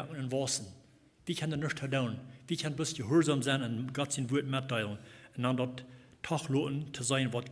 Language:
Plautdietsch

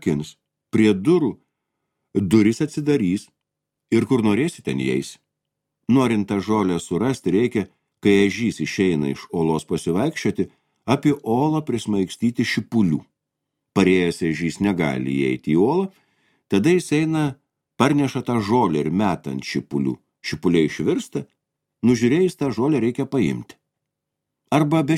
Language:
Lithuanian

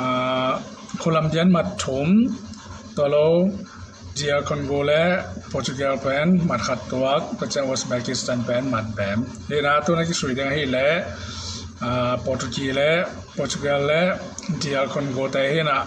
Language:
Tedim Chin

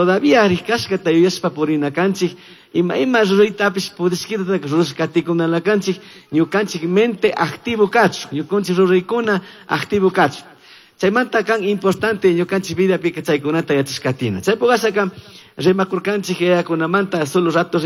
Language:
Chimborazo Highland Quichua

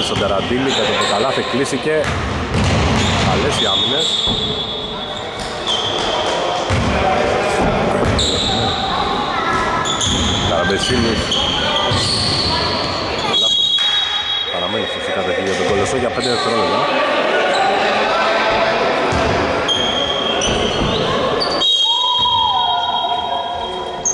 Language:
Greek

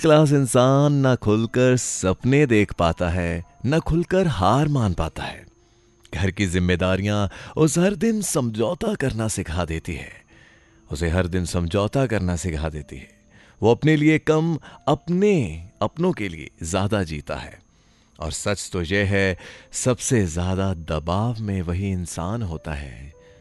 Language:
Hindi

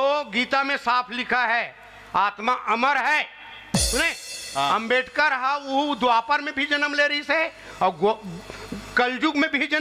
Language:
Chhattisgarhi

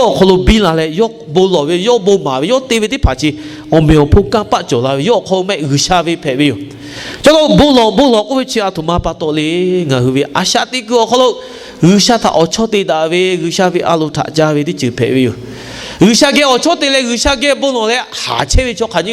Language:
Lahu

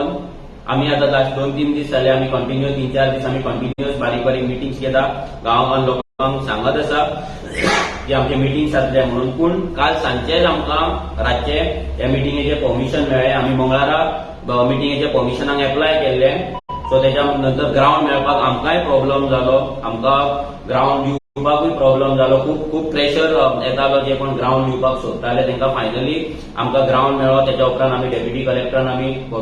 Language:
Konkani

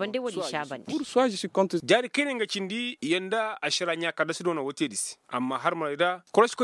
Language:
Koyraboro Senni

